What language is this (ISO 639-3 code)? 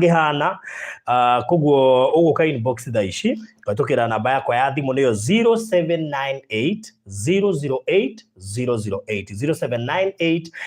kik